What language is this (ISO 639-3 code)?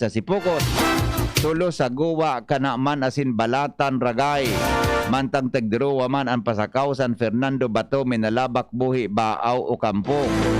bik